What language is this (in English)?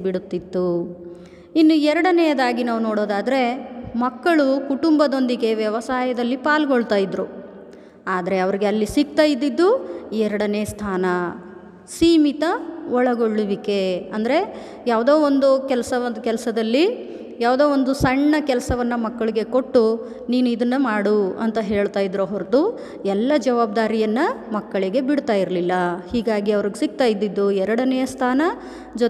Kannada